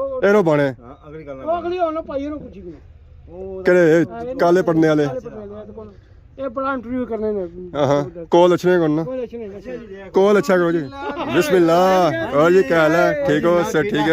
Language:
Pahari-Potwari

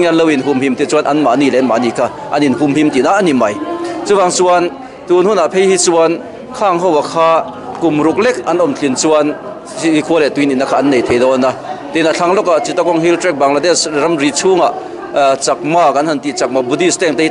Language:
Mizo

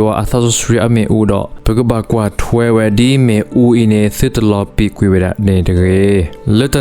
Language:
S'gaw Karen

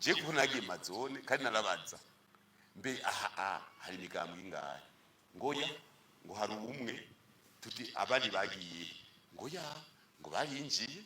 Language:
Rundi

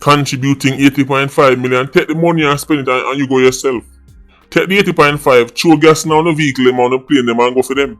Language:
Jamaican Creole English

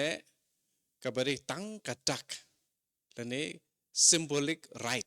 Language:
Khasi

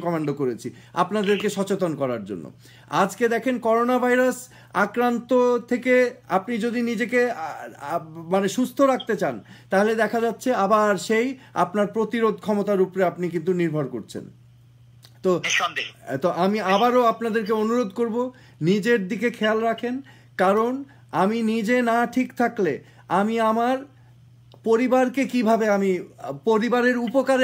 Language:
Bangla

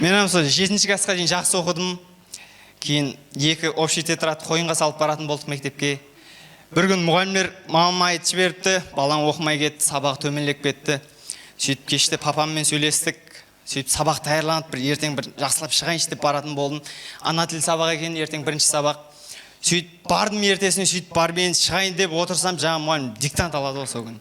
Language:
Kara-Kalpak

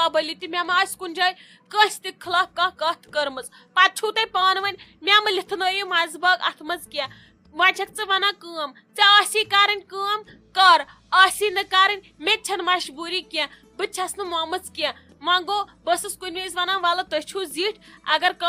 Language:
Kashmiri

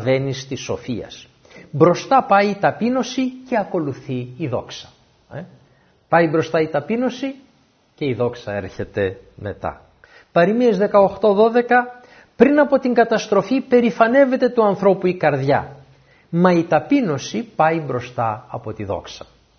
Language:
Greek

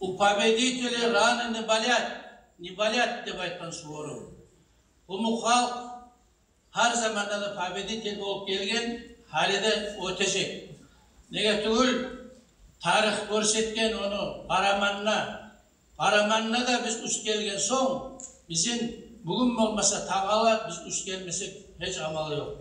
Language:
Kumyk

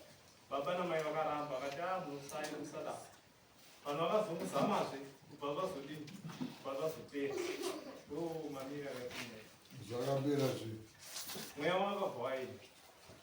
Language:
Shona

